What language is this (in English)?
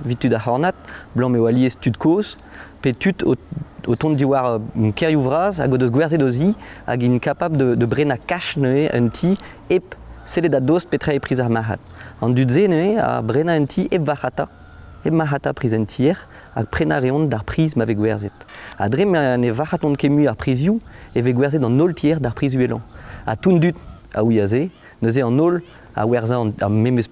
Breton